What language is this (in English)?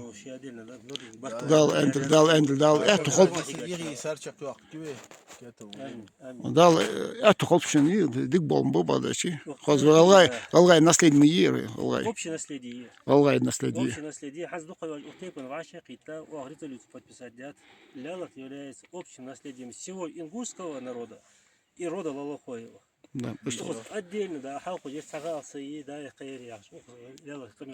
Ingush